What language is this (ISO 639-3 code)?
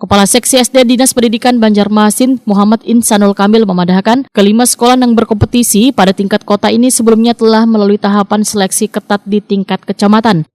bjn